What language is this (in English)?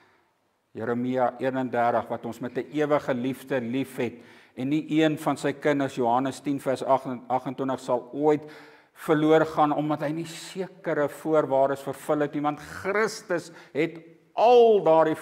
Afrikaans